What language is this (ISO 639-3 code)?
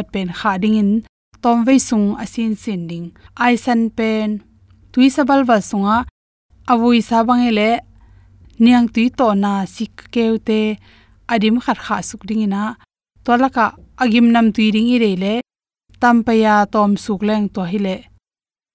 ctd